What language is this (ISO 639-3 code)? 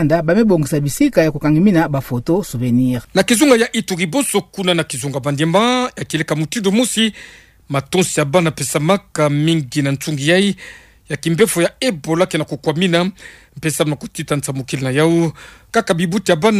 ktu